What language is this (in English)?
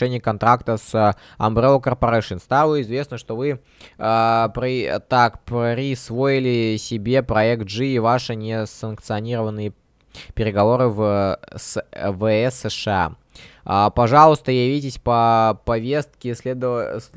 Russian